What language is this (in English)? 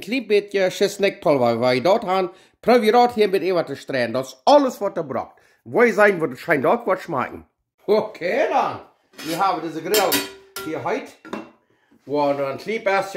Plautdietsch